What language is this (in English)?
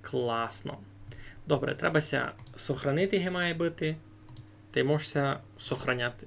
Rusyn